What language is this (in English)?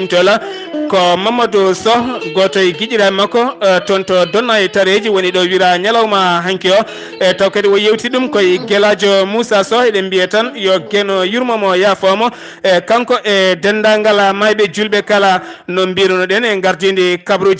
Fula